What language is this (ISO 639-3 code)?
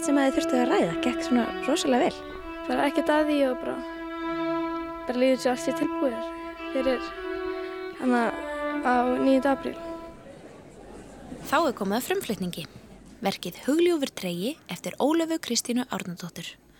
isl